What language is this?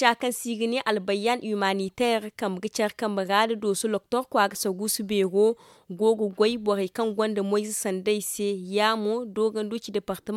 Zarma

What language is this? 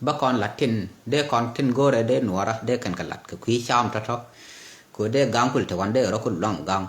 Nuer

